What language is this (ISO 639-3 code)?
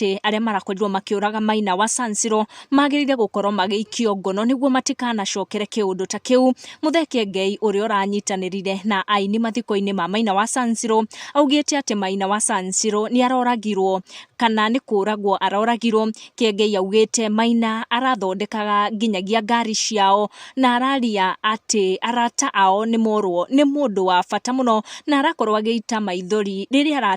kik